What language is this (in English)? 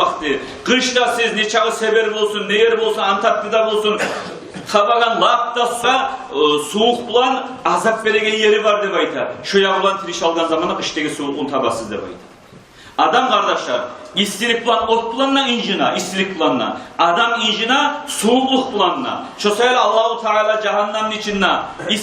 Kumyk